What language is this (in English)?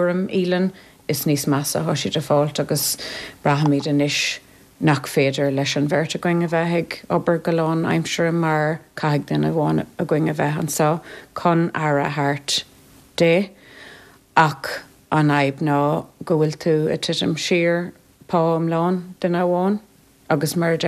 Irish